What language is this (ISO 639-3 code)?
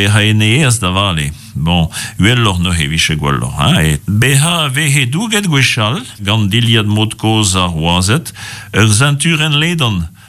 bre